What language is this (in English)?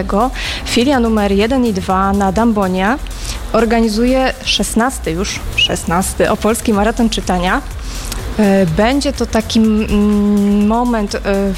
Polish